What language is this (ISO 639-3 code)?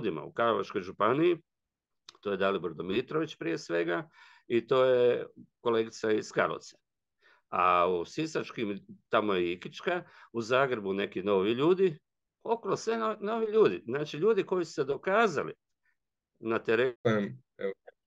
hrv